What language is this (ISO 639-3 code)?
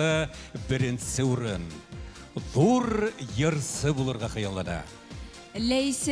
bak